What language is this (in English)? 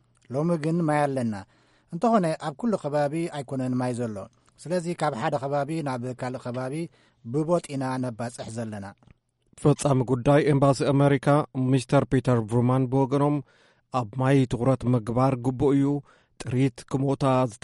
Tigrinya